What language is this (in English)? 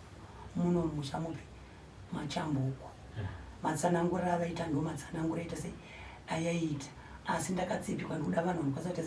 Shona